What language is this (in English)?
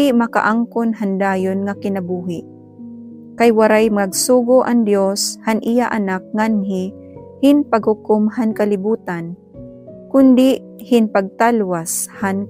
Waray